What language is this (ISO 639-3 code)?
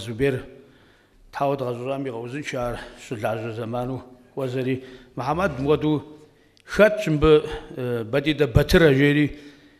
kbd